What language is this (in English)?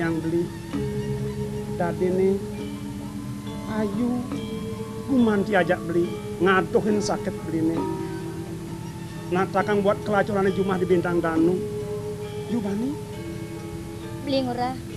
Balinese